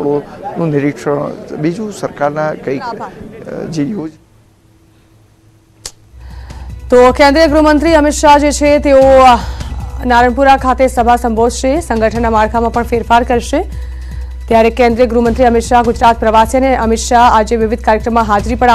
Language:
Gujarati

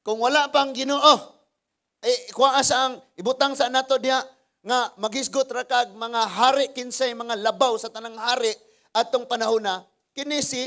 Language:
Cebuano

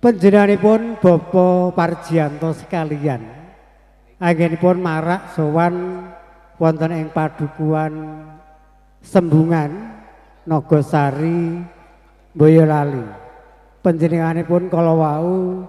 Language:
Javanese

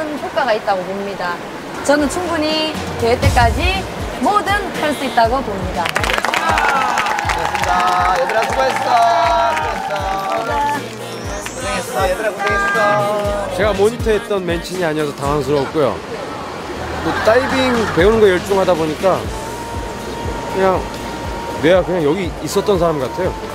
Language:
Korean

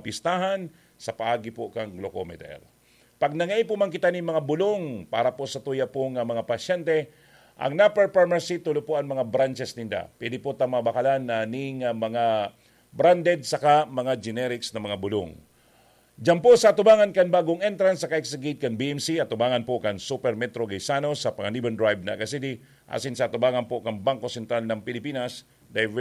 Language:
Bikol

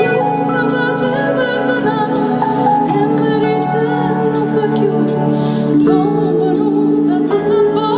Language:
Neapolitan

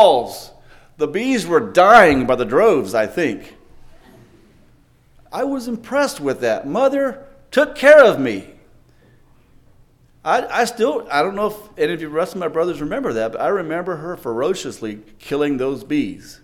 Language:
English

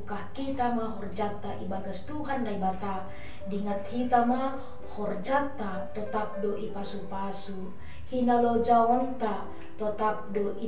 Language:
Batak Simalungun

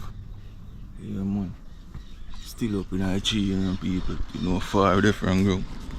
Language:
Jamaican Creole English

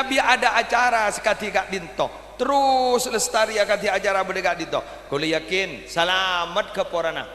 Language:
Madurese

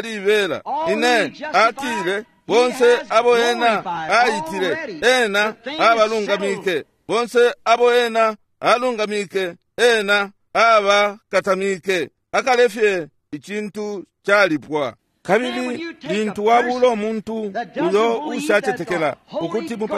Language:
Bemba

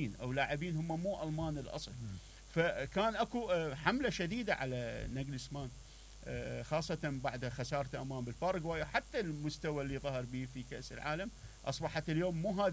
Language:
Mesopotamian Arabic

